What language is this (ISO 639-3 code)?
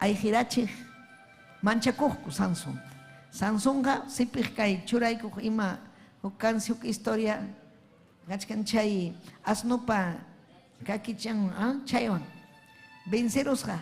quy